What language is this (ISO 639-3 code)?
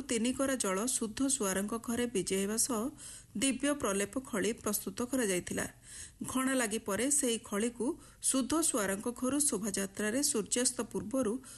ori